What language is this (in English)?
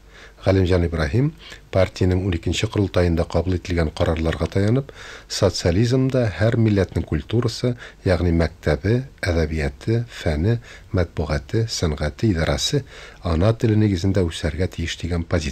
Tatar